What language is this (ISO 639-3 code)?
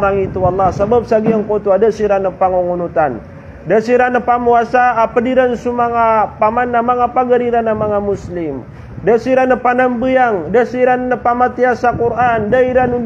mrw